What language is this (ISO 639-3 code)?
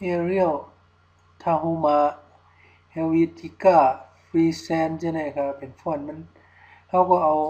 shn